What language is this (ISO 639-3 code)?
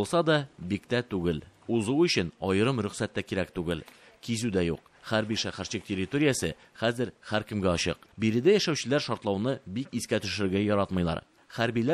tat